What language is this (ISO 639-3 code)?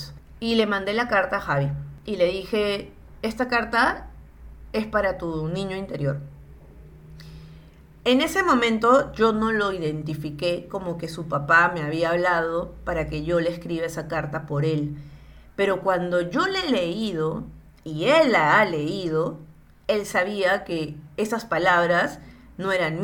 spa